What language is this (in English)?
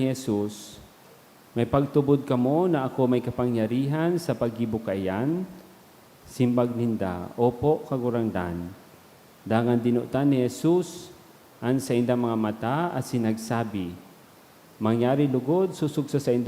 Bikol